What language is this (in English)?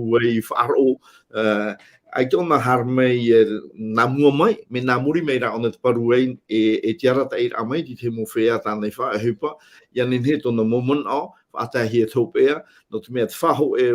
Tahitian